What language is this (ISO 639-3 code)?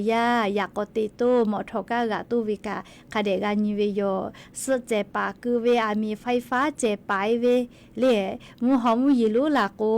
lhu